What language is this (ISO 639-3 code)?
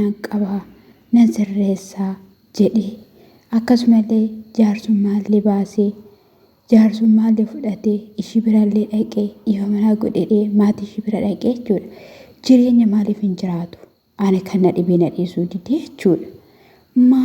orm